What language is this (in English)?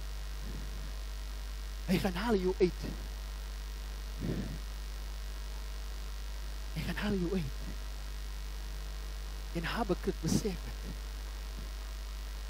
Afrikaans